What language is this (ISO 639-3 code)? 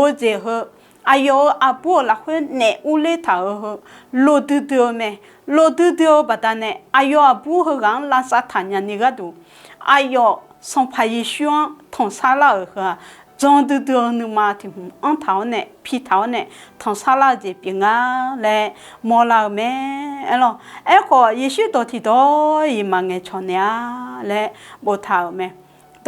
ahk